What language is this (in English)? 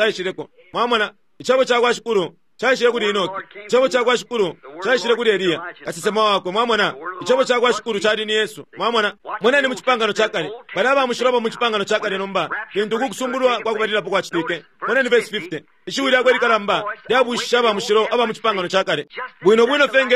Bemba